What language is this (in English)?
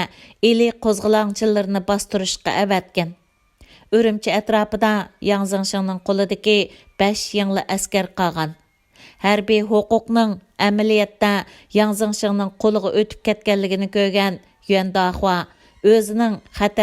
Uyghur